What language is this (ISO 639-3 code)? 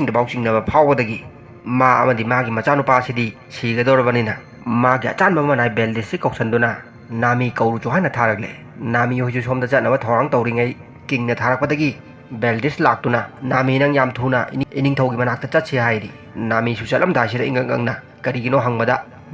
mni